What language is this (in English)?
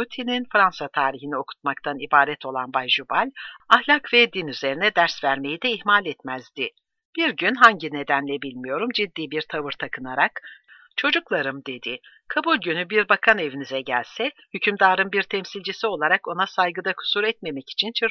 Turkish